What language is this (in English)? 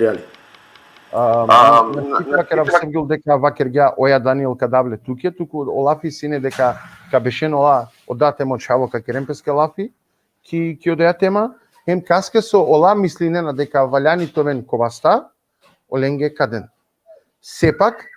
Balkan Romani